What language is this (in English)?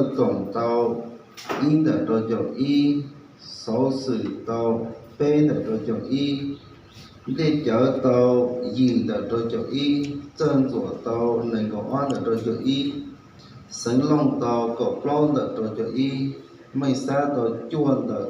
Hmong